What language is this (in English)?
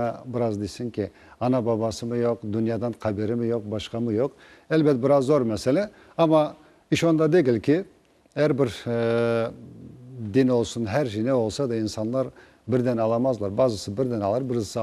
Crimean Tatar